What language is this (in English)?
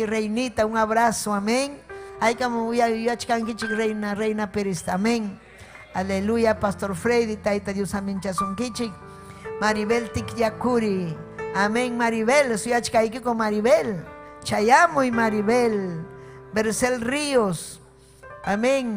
Ayacucho Quechua